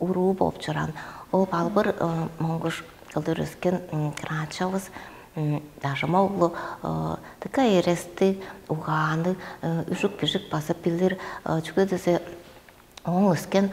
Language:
Tuvinian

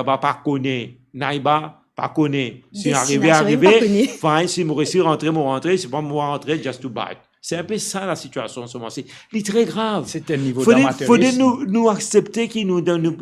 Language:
Morisyen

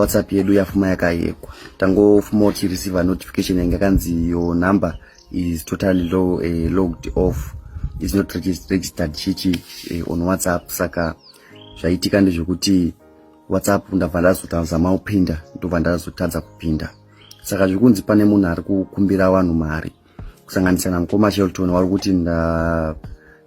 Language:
Shona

